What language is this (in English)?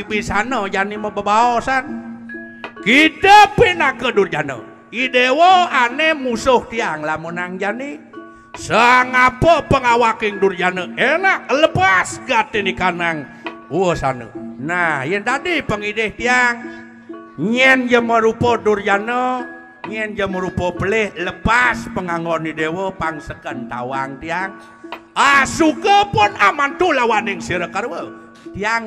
Balinese